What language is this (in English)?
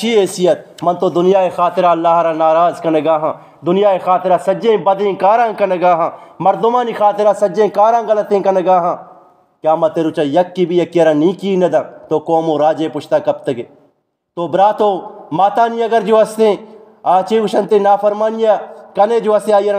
Eastern Balochi